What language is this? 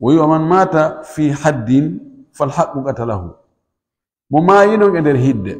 Fula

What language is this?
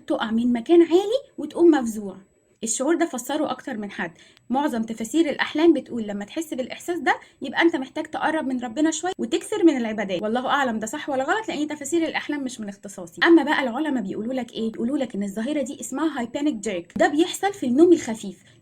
Egyptian Arabic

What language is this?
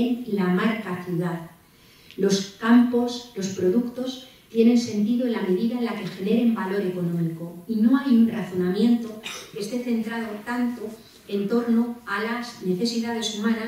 Spanish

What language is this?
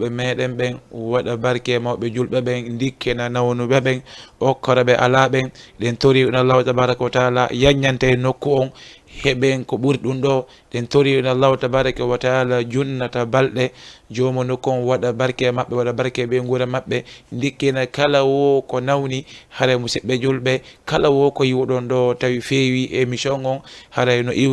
Fula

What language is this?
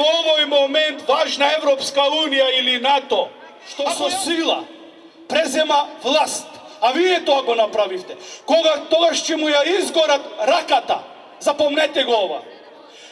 Macedonian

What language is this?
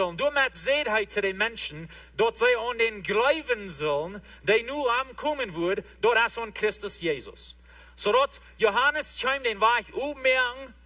Plautdietsch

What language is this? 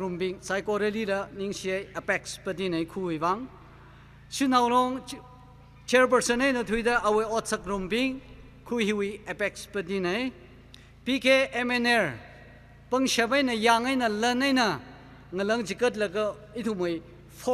Tangkhul Naga (India)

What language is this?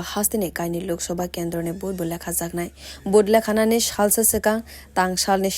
Kok Borok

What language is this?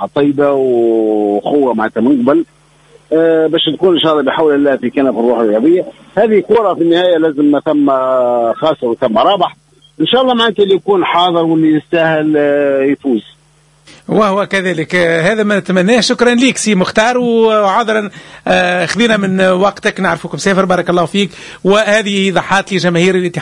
Tunisian Arabic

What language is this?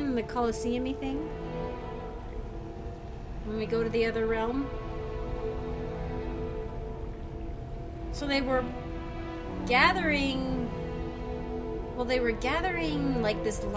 English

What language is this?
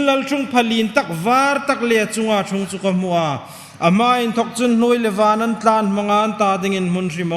Hmar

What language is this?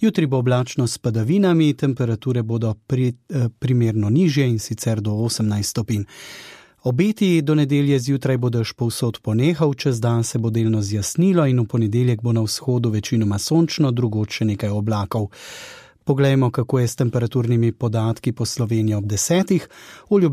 Slovenian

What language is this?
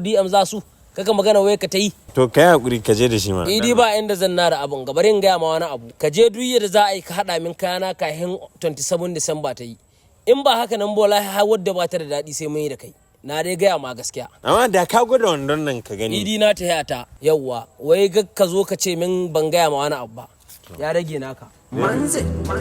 Hausa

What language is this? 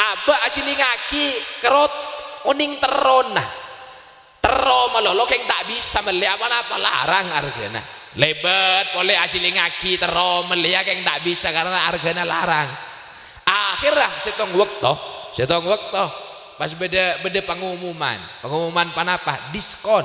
Madurese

